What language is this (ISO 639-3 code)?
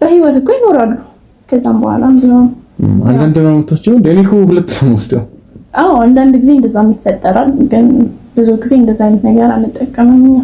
amh